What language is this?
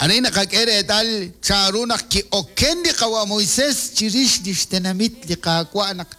Kekchí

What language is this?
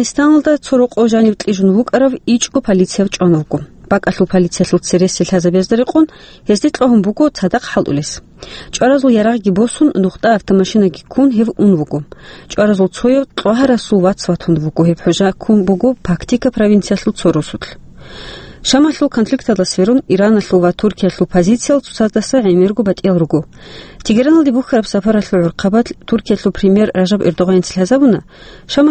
Avaric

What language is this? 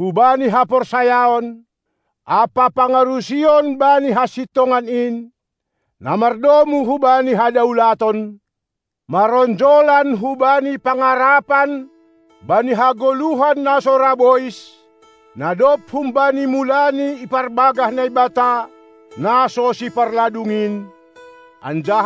Batak Simalungun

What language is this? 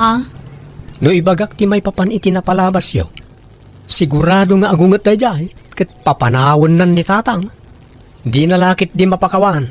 Iloko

